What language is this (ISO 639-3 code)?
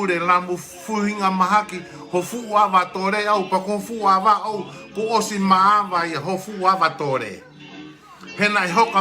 ton